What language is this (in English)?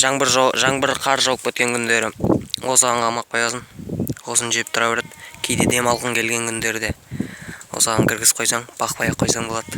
Kazakh